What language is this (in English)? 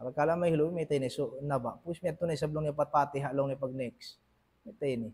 Tausug